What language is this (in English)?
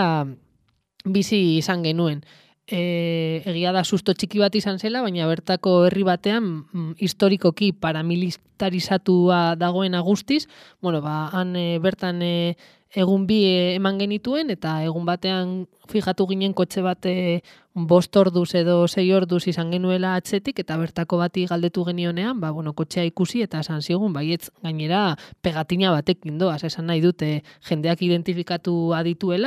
Basque